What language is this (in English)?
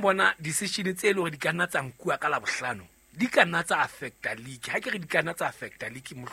Southern Sotho